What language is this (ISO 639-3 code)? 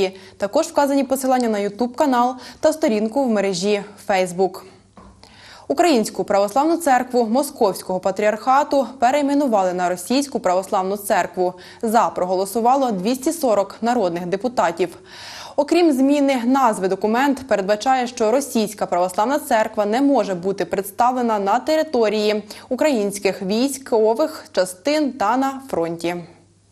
ukr